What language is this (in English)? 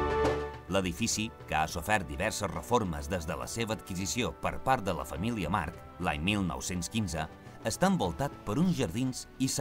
Catalan